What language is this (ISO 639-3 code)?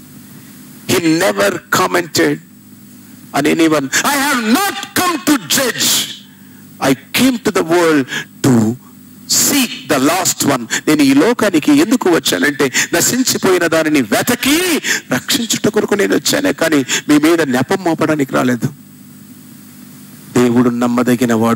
tel